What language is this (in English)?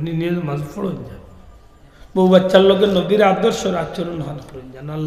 Sylheti